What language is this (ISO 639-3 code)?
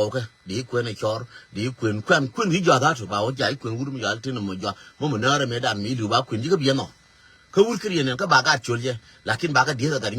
nus